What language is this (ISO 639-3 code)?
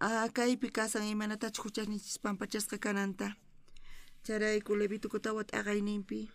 quh